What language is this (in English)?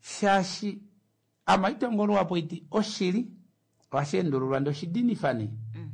Kuanyama